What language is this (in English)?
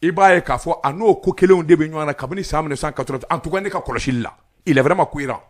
Bambara